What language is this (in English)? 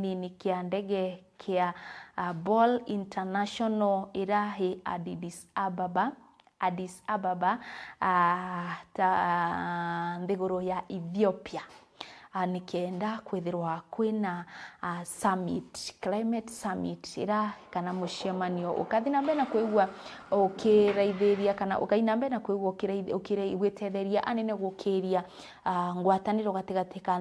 Meru